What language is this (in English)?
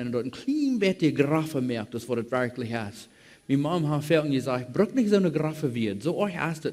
Plautdietsch